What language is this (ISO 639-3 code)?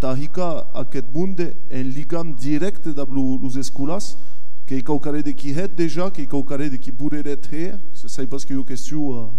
oci